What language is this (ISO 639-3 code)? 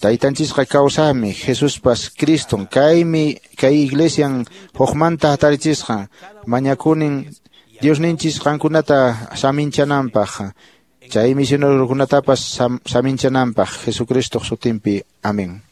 que